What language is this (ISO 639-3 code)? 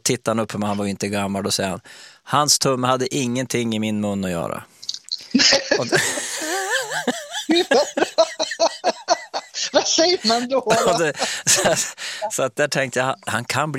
swe